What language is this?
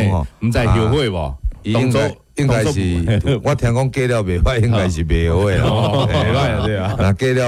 Min Nan Chinese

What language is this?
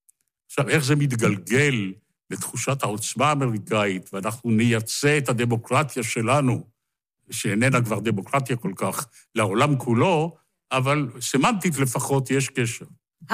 Hebrew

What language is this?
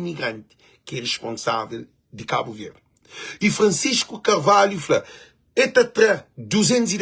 Kabuverdianu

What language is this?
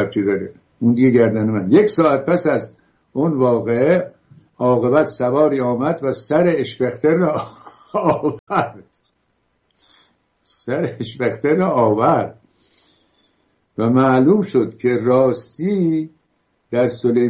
Persian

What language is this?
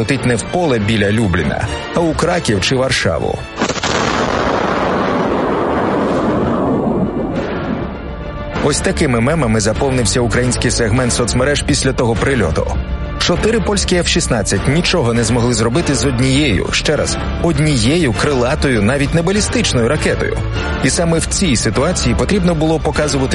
Ukrainian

